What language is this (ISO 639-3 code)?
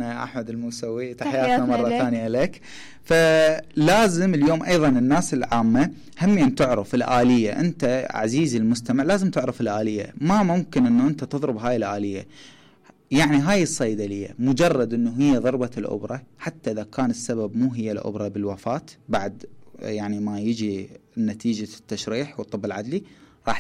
acm